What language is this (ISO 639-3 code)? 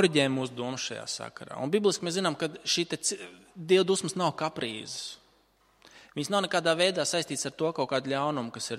lav